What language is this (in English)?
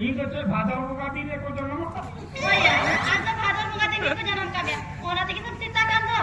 Santali